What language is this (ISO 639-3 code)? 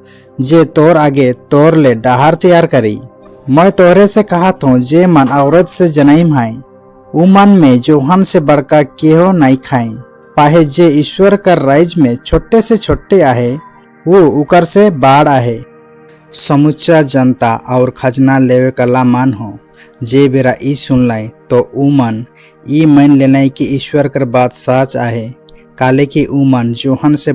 sck